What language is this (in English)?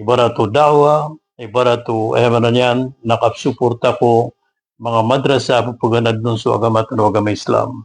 Maranao